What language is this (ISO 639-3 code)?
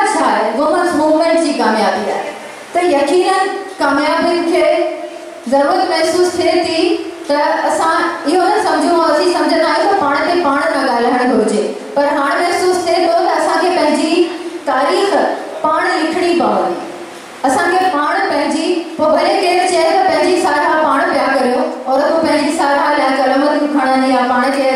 snd